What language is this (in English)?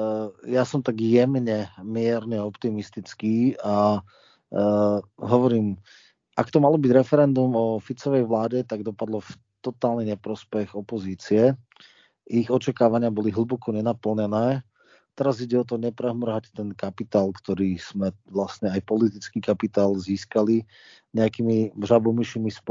Slovak